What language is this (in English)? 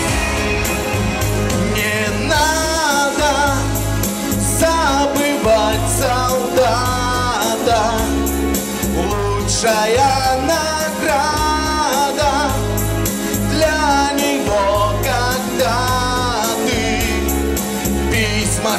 Russian